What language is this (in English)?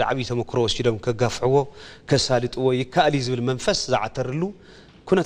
Tigrinya